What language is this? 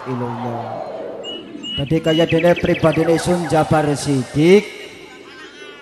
Javanese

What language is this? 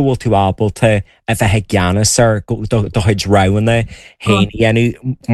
Irish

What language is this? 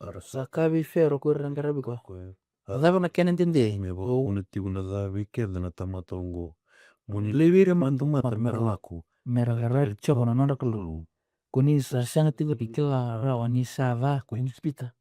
Fijian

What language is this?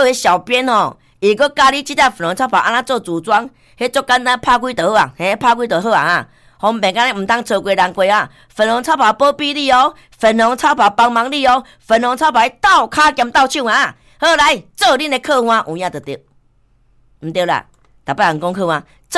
Min Nan Chinese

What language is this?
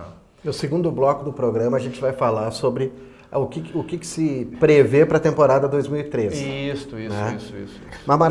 Portuguese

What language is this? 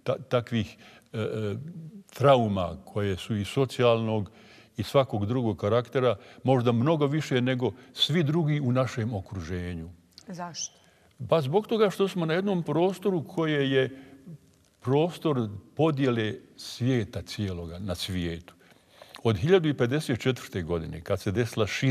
Bosnian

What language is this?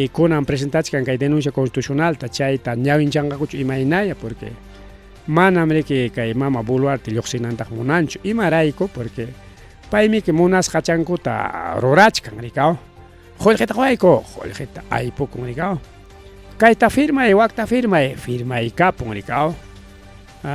Ayacucho Quechua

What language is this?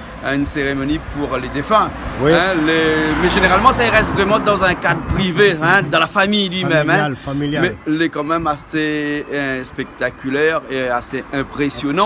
Réunion Creole French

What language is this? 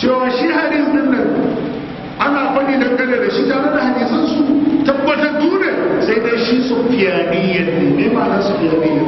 Hausa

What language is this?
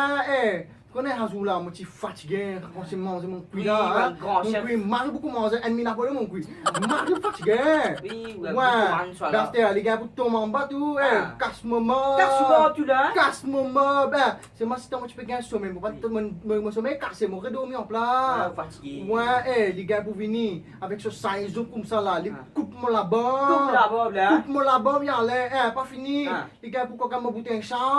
Morisyen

